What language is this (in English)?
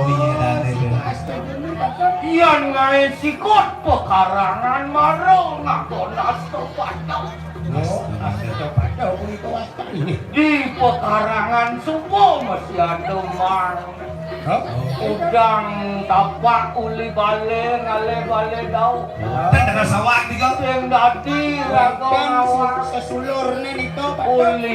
Balinese